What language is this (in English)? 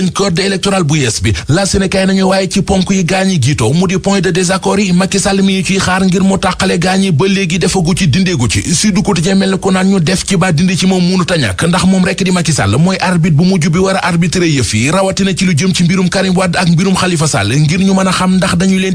Wolof